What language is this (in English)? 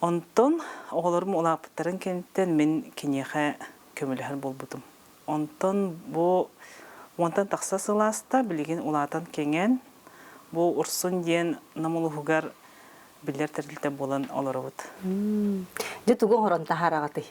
Yakut